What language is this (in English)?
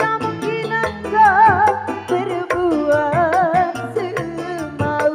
Betawi